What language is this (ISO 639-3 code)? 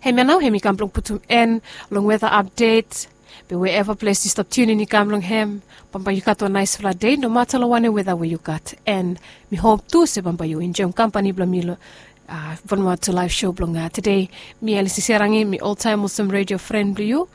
bis